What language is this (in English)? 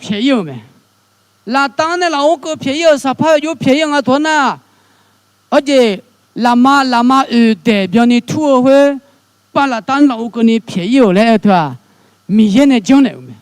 Akha